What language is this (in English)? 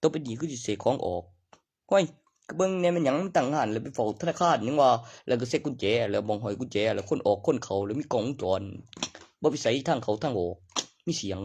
Northeastern Thai